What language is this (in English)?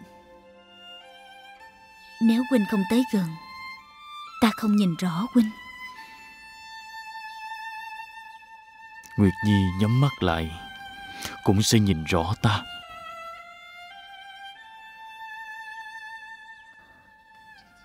Vietnamese